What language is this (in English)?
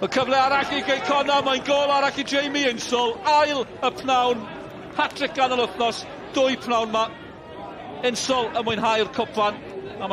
Welsh